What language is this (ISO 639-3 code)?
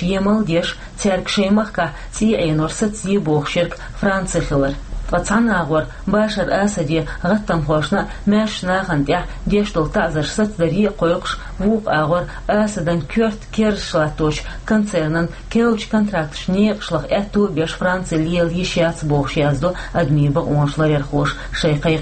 che